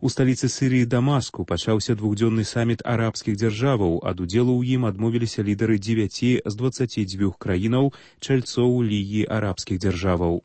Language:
Belarusian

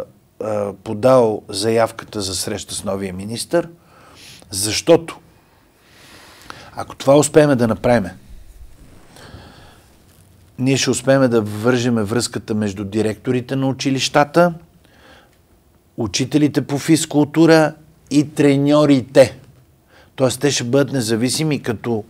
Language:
Bulgarian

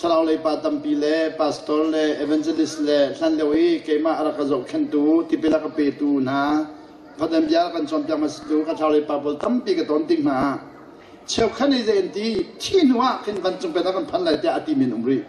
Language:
Hakha Chin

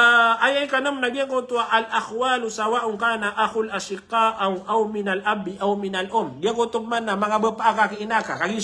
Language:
Maranao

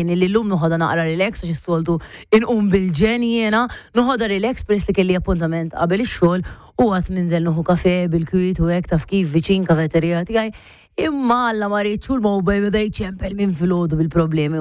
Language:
Maltese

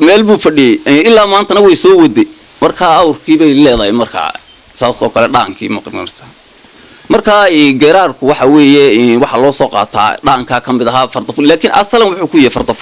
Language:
Somali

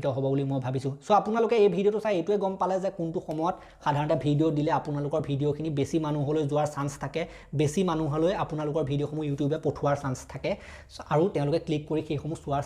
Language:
Assamese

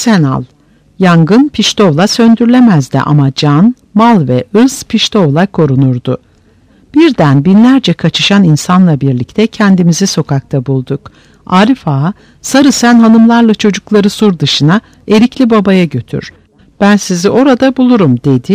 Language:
Turkish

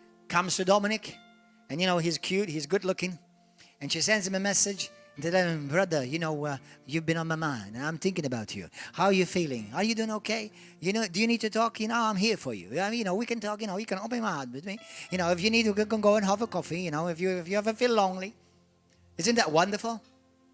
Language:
English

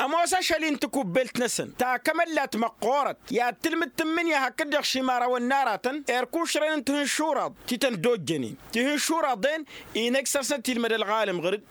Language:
Tamasheq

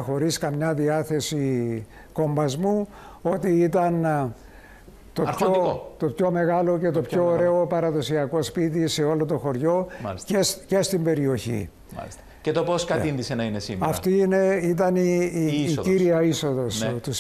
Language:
Greek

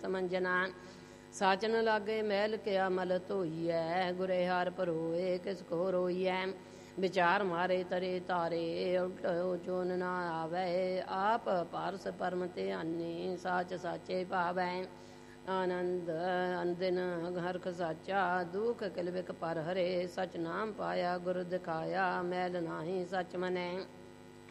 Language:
Punjabi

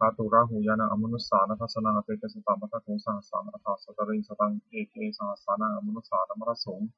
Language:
Pali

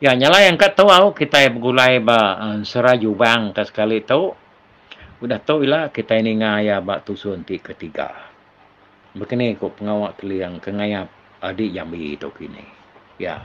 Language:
Iban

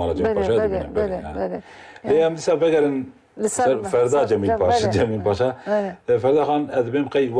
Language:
Kurdish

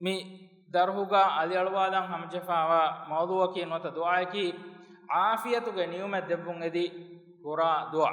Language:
Divehi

